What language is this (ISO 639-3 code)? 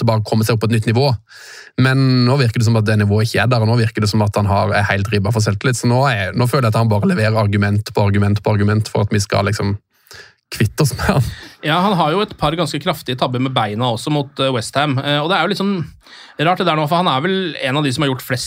nor